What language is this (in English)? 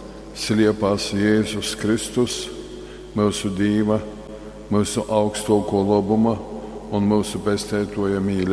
Latgalian